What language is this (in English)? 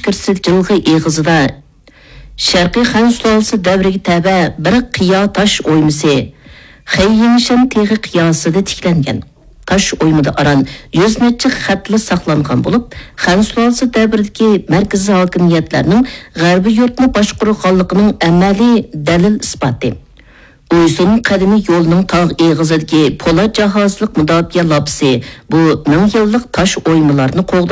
Uyghur